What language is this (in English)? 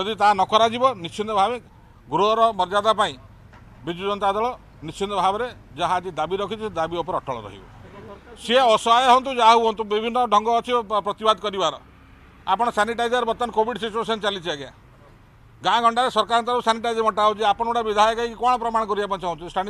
Odia